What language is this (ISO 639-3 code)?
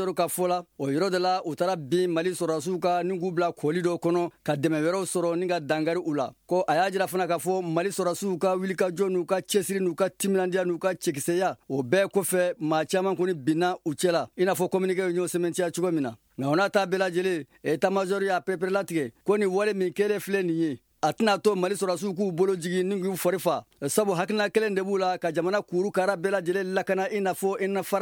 bam